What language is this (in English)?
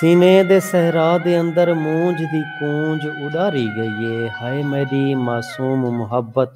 Saraiki